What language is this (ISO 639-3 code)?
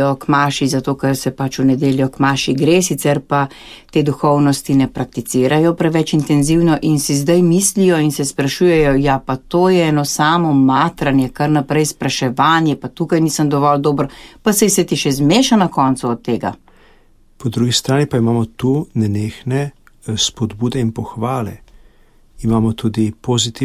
slv